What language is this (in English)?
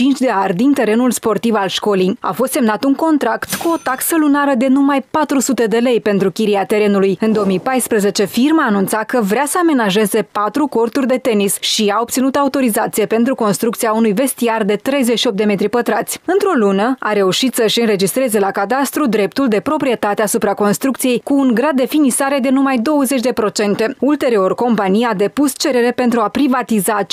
Romanian